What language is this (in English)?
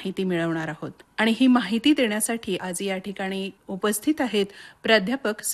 Marathi